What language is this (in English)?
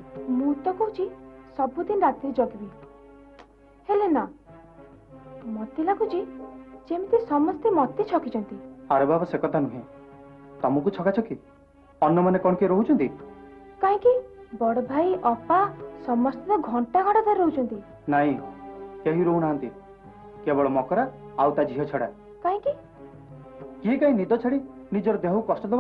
Odia